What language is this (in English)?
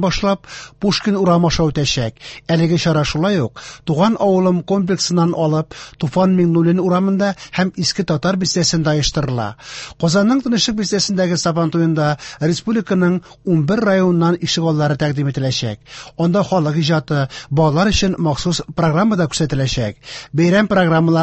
Tatar